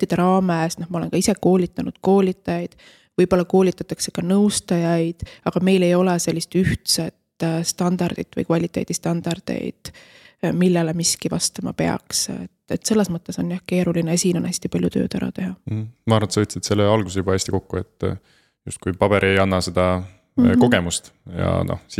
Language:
Estonian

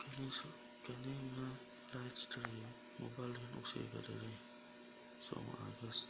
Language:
Cebuano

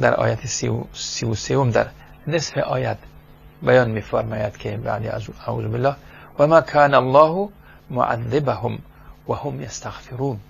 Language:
Persian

